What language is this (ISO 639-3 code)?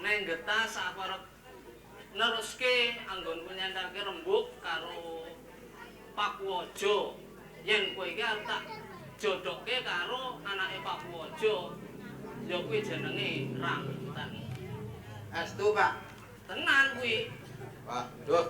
jav